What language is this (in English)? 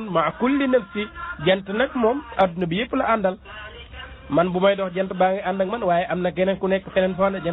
Wolof